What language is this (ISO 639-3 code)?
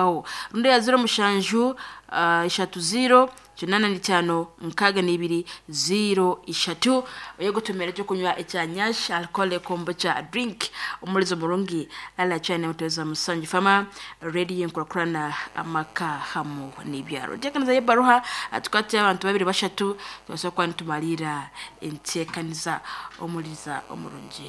nyn